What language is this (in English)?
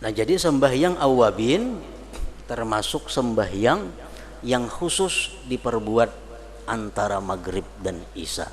Banjar